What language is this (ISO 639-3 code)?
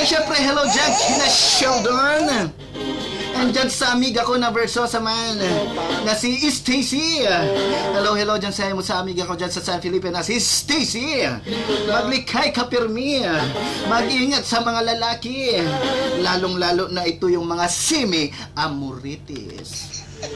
bik